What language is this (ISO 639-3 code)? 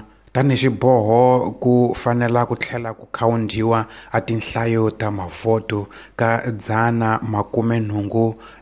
tso